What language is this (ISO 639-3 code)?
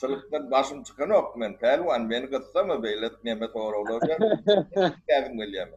tuk